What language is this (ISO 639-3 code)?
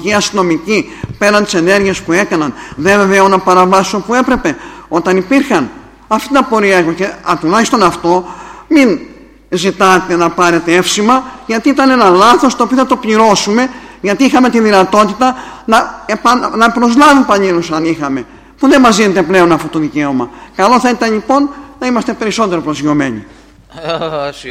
ell